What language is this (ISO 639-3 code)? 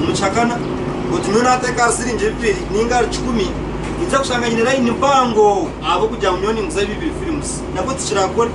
nyn